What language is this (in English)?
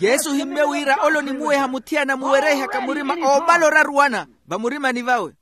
Makhuwa